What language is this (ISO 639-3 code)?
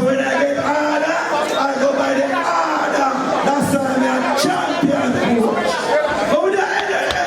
jam